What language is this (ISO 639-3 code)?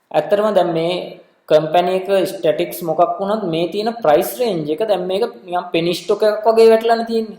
sin